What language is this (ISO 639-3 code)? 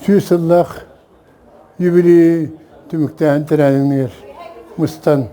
sah